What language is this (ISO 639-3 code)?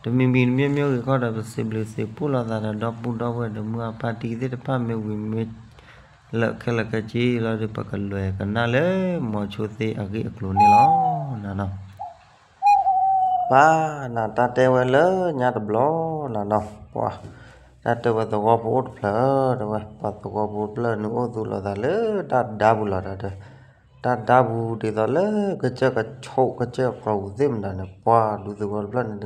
ksw